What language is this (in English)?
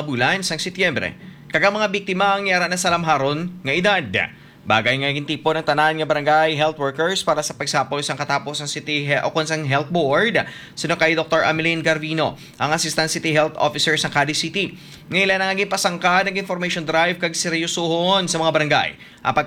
Hiligaynon